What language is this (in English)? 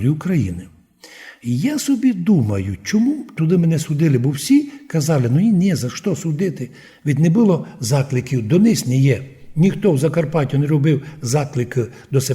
Rusyn